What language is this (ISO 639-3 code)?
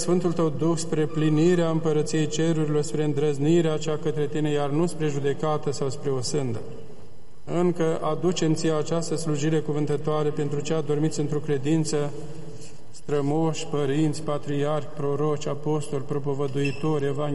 ron